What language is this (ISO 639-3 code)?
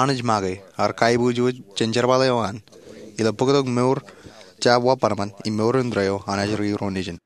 mah